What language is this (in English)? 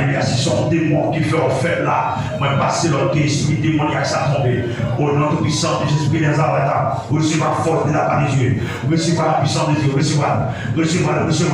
Haitian Creole